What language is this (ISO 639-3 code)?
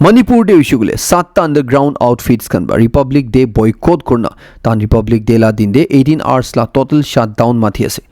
nag